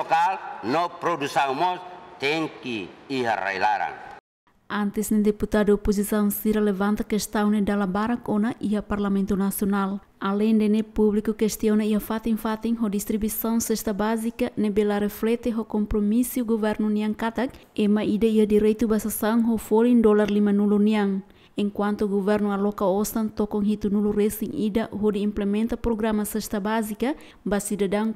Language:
Tetum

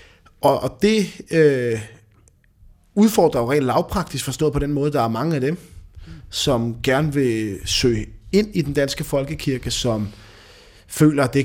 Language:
Danish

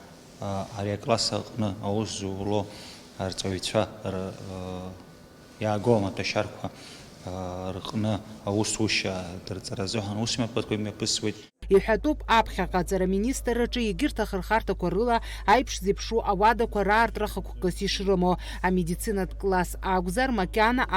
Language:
Abkhazian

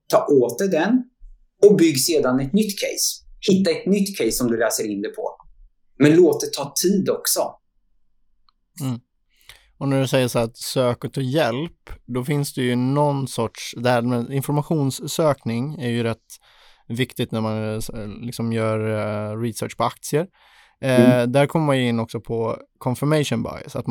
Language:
Swedish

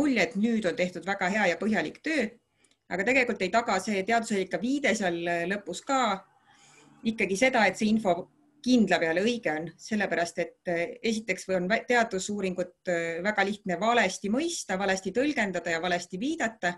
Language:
Estonian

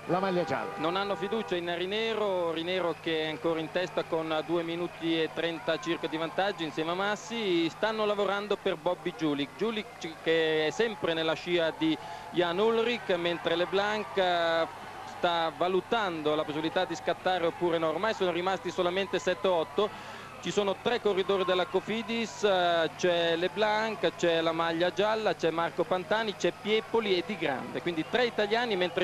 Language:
Italian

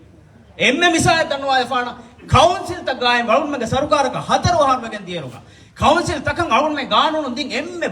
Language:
Divehi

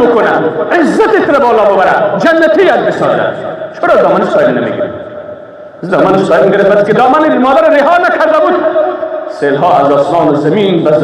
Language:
Persian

